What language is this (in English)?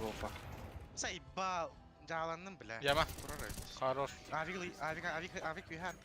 Yakut